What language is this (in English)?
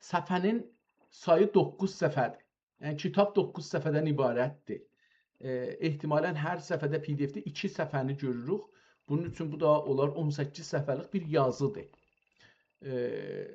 South Azerbaijani